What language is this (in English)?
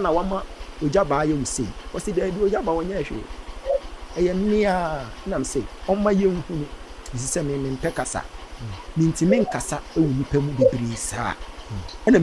Akan